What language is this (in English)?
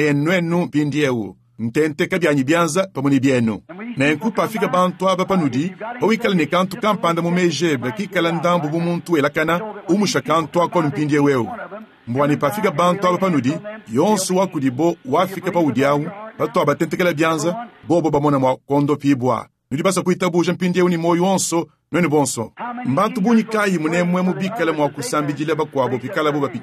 Luba-Lulua